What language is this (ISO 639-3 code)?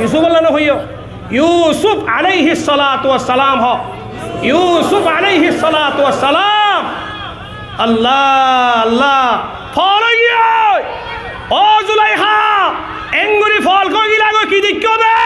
rhg